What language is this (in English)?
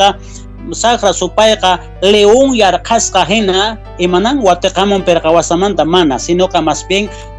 South Bolivian Quechua